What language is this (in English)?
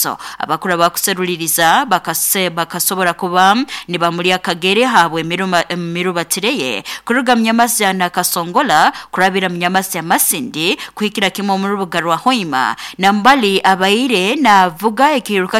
Nyoro